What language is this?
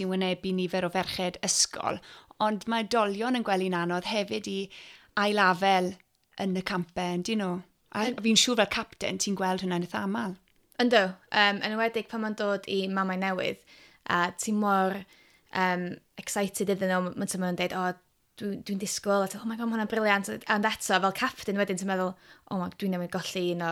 Welsh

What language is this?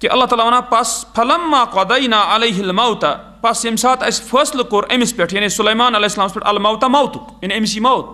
Kashmiri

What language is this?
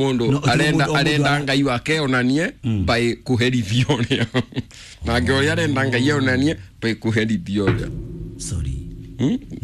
Kikuyu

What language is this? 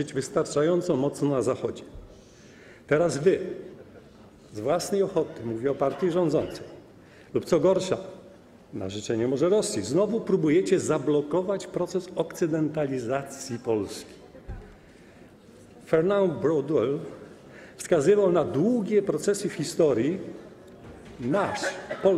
Polish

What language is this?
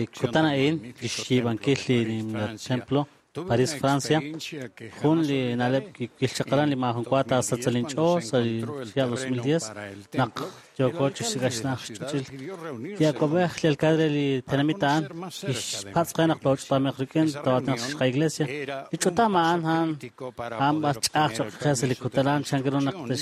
Kekchí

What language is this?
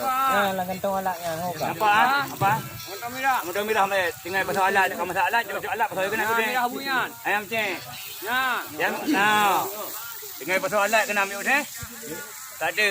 Achinese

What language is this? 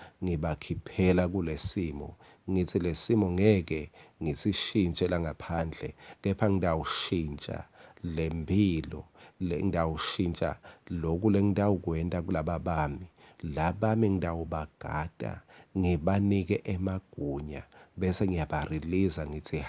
Swati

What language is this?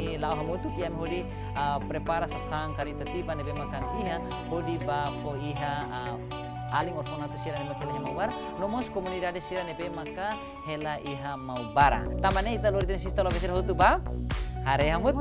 Tetum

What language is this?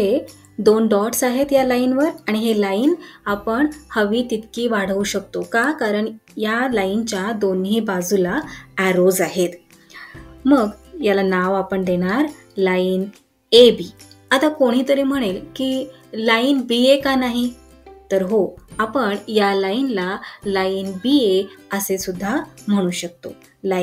Marathi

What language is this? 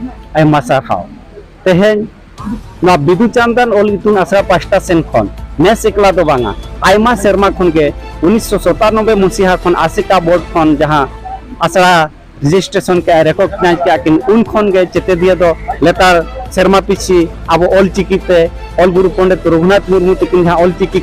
Santali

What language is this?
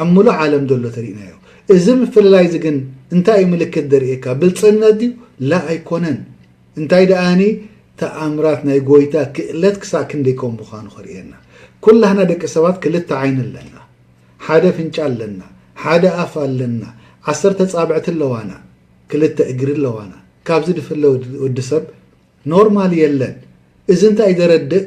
Tigrinya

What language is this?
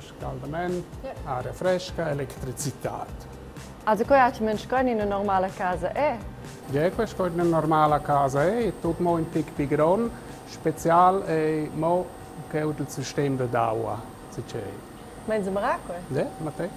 Romansh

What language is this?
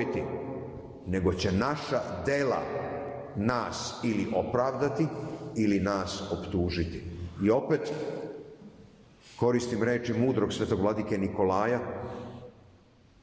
Serbian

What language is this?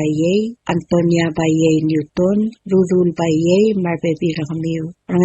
Palauan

